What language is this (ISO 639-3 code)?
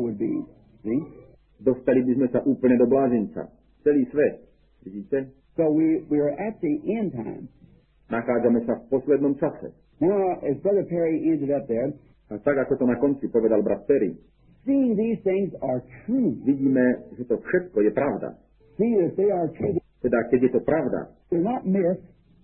slk